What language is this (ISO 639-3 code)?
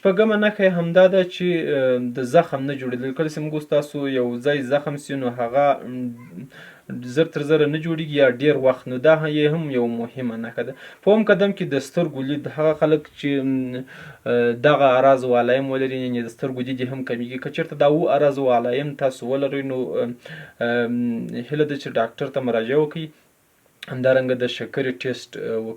pus